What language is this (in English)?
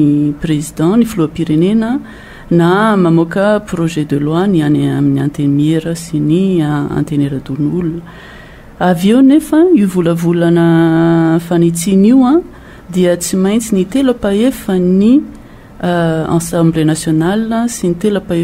Malagasy